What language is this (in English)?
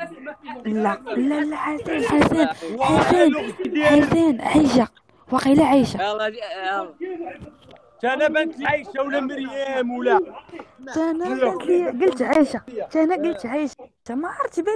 Moroccan Arabic